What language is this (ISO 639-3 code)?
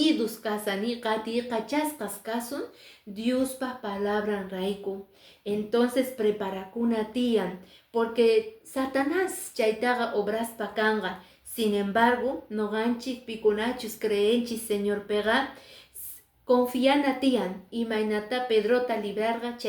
que